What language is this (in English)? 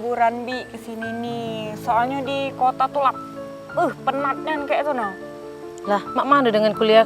Musi